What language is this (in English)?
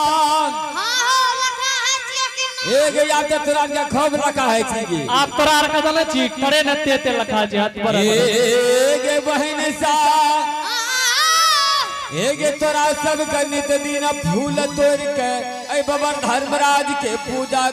Angika